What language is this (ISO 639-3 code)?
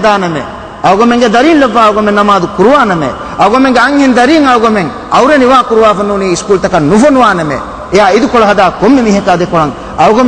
div